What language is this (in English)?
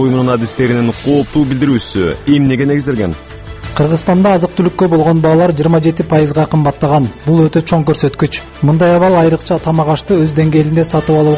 Kyrgyz